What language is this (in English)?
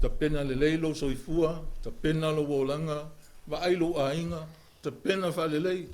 Samoan